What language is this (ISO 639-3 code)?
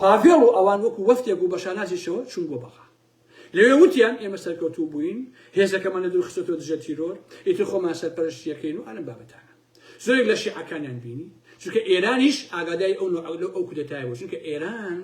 ckb